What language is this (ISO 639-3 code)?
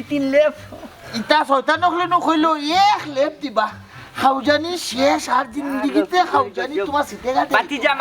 syl